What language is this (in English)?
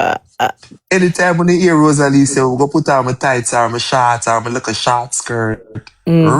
Jamaican Creole English